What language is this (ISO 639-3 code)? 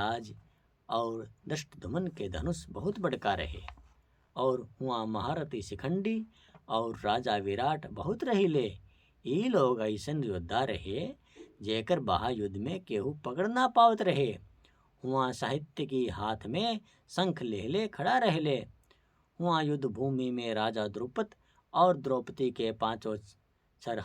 bho